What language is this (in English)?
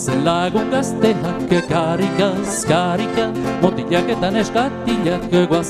Basque